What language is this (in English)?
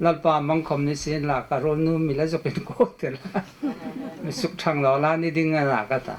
Hmar